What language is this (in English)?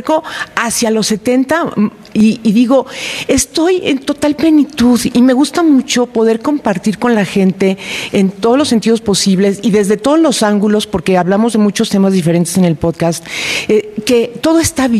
Spanish